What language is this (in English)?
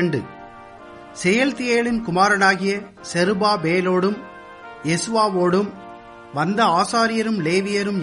Tamil